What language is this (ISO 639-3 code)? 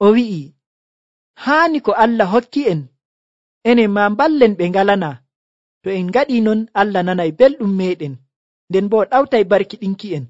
fuv